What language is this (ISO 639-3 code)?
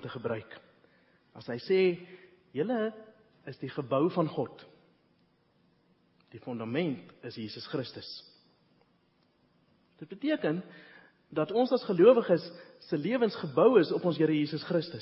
afr